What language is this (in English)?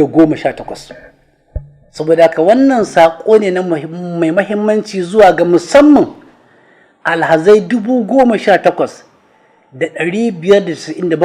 Hausa